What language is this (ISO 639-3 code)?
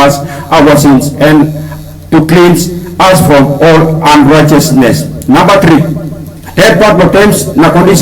tpi